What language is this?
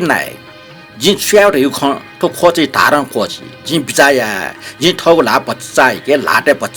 Newari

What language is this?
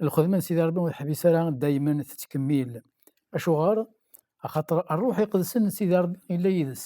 Kabyle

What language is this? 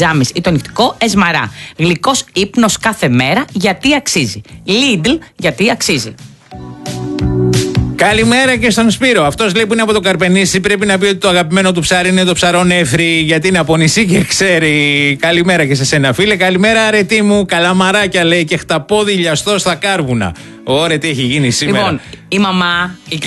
Greek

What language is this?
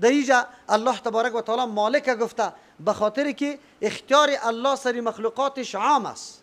Persian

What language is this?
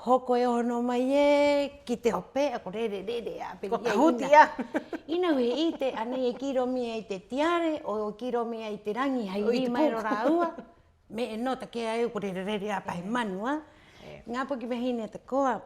Rapanui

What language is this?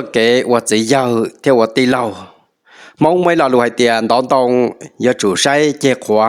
Hmong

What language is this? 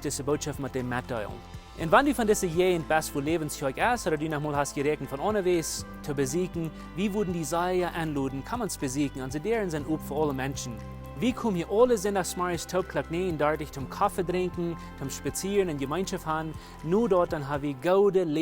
Plautdietsch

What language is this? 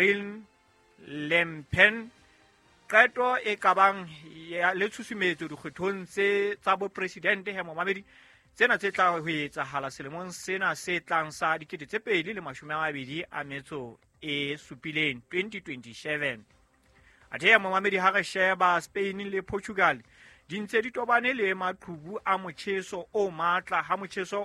Southern Sotho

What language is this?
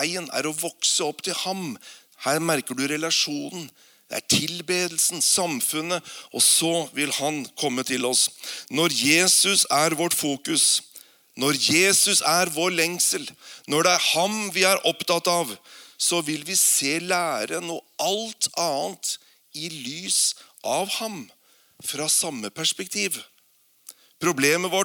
Norwegian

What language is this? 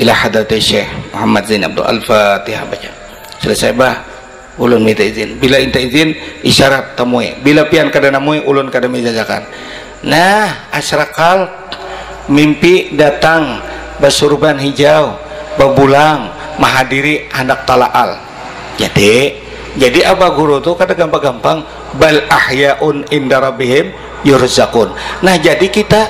Banjar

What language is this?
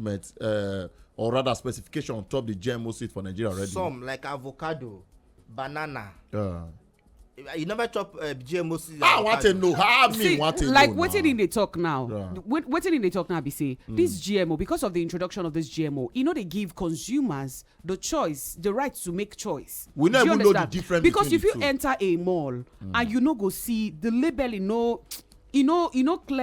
Nigerian Pidgin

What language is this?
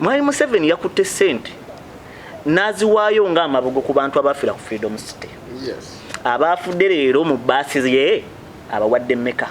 Ganda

